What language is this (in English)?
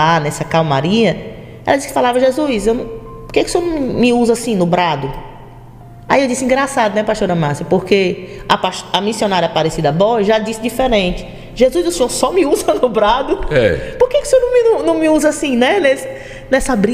Portuguese